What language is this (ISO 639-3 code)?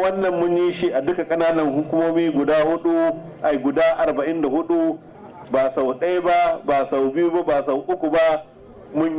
hau